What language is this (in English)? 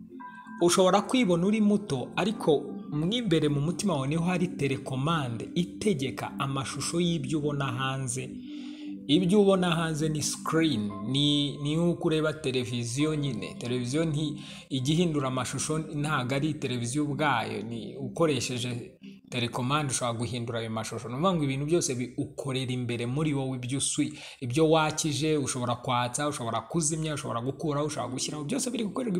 Kinyarwanda